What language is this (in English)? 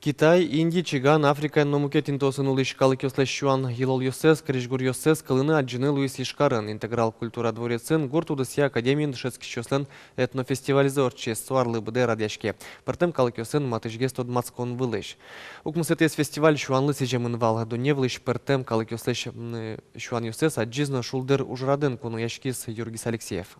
Udmurt